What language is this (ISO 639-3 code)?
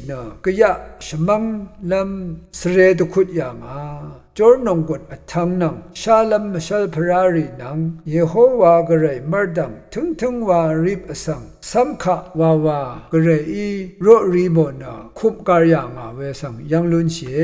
raw